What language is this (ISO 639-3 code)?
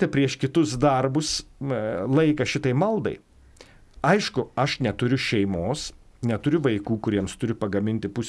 lit